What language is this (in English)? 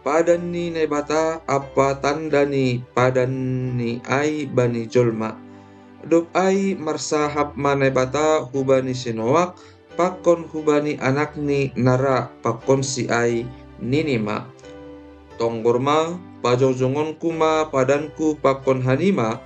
Batak Simalungun